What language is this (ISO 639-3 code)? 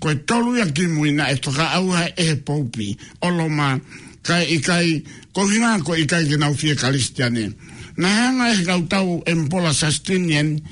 ton